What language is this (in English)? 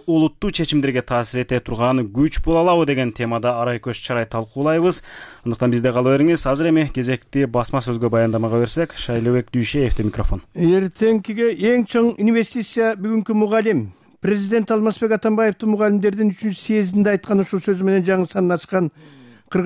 Kyrgyz